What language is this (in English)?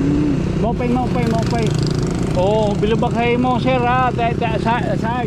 Waray